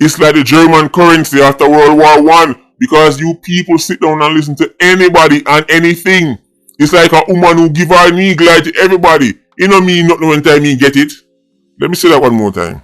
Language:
Jamaican Creole English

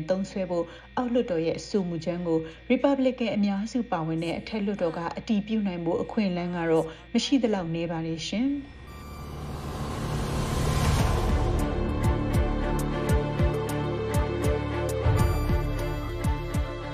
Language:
Burmese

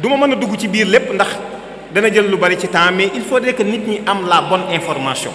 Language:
Wolof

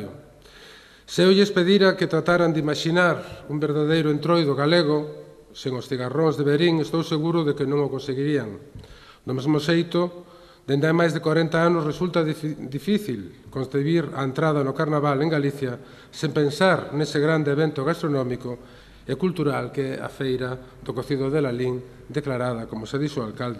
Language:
Galician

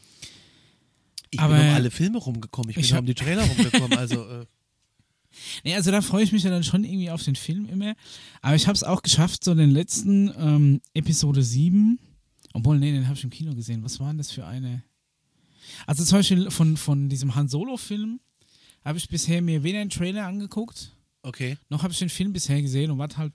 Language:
German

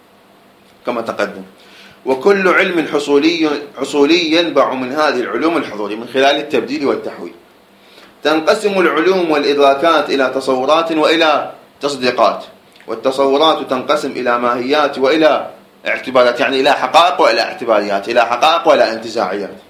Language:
Arabic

